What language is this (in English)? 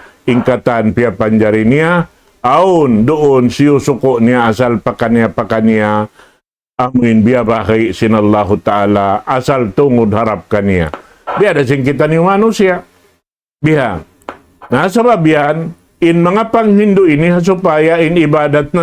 Tausug